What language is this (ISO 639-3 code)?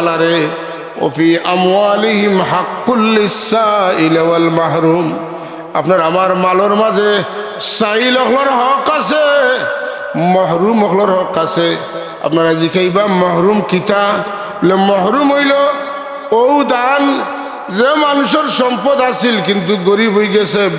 syl